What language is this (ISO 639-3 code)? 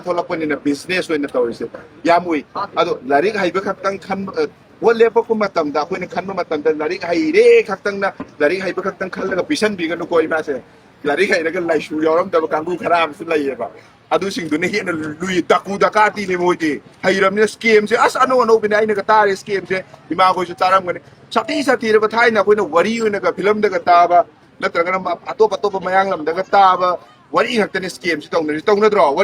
mni